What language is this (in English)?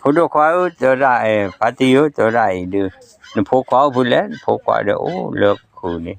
S'gaw Karen